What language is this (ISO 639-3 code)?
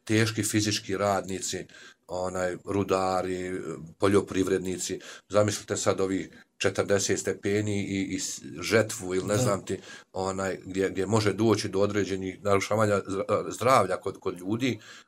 bos